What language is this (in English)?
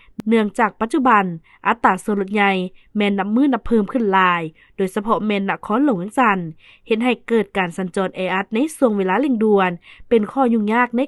Lao